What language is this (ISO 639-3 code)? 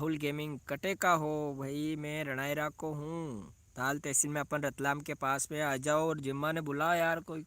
raj